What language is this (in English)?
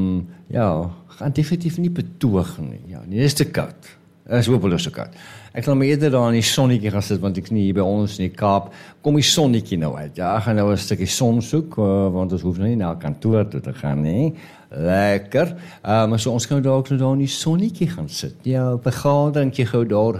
Afrikaans